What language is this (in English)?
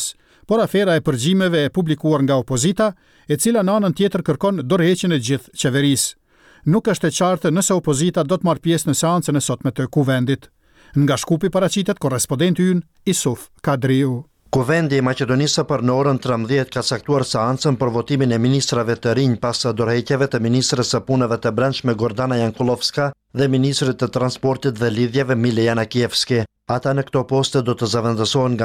Albanian